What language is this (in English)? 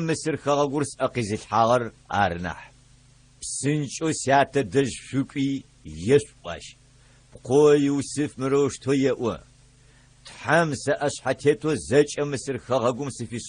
Adyghe